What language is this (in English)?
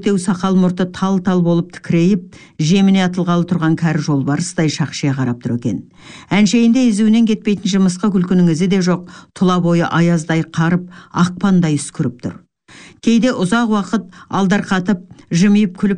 Kazakh